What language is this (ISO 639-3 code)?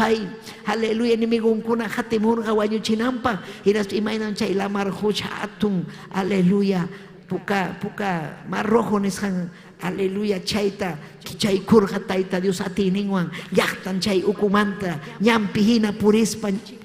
quy